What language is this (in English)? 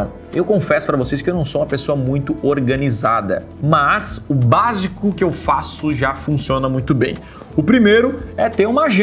Portuguese